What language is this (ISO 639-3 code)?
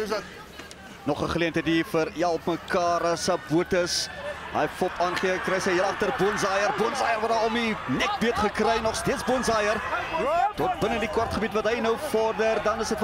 afr